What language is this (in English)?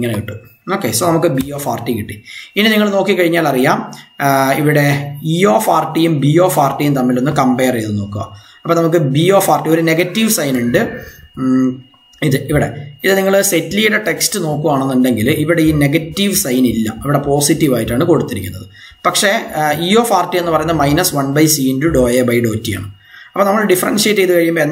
Malayalam